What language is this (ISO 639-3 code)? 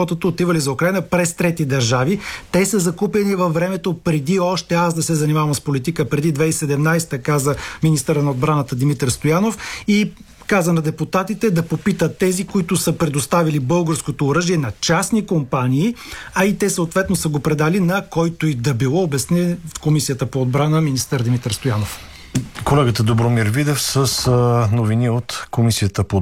bul